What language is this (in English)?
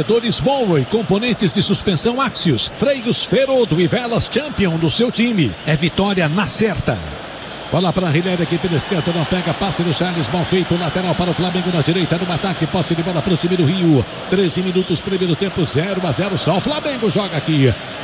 Portuguese